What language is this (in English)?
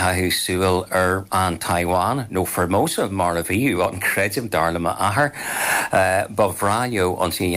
Irish